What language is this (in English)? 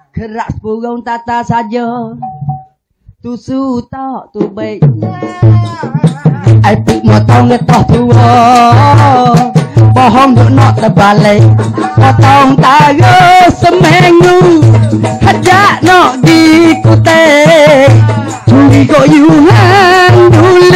Malay